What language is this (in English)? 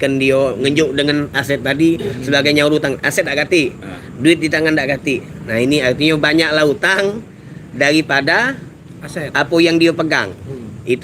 Musi